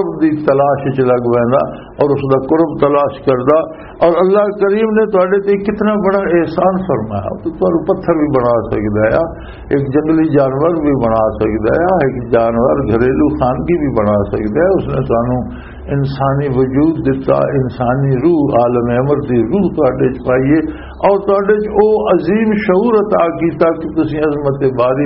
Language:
Western Panjabi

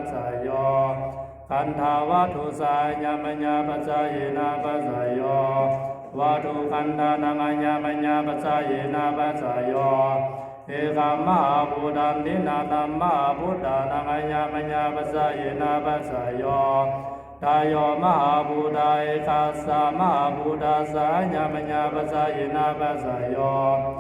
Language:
Pali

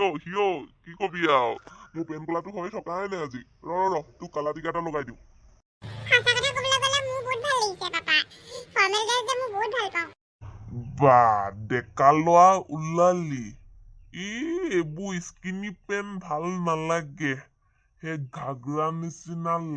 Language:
Assamese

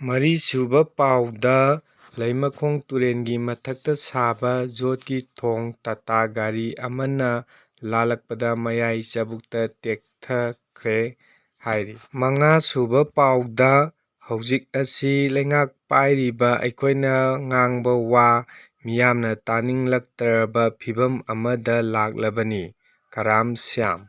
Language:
Manipuri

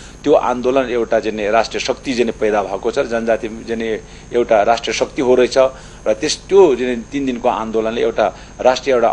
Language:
Nepali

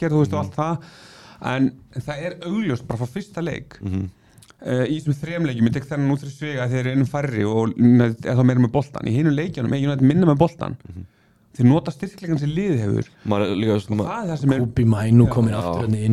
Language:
Icelandic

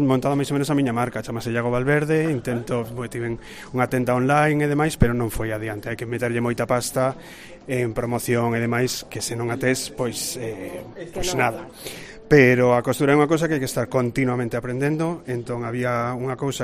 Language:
Galician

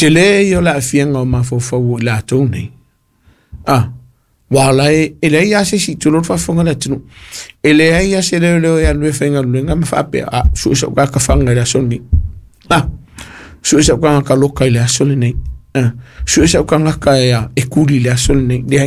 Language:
Samoan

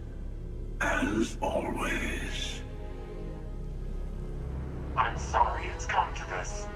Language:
English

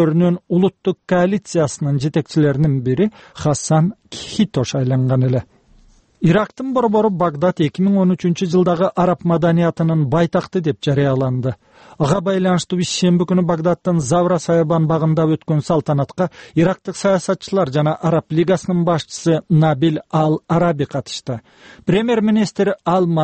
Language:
Kyrgyz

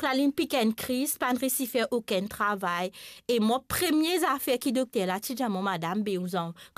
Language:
Morisyen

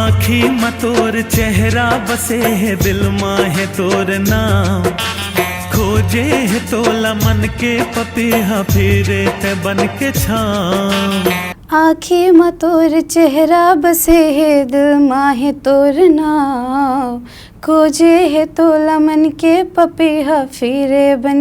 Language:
Chhattisgarhi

